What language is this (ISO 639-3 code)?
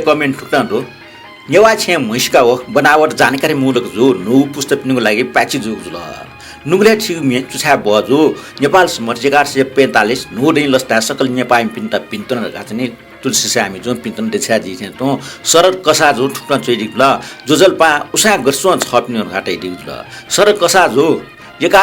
new